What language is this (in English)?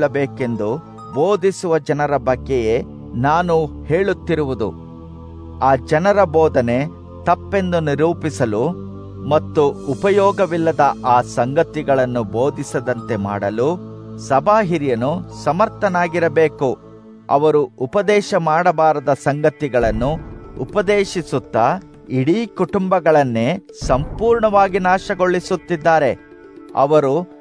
Kannada